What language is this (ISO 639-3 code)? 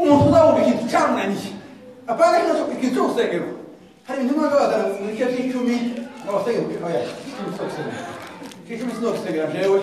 kin